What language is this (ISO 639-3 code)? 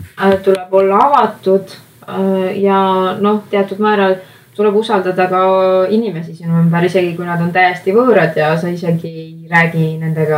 est